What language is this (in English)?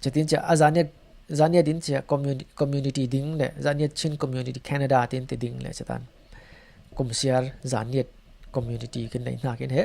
Falam Chin